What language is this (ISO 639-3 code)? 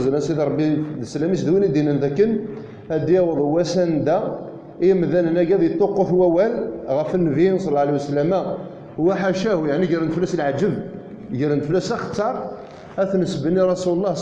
kab